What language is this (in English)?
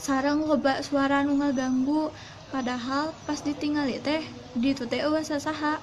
Sundanese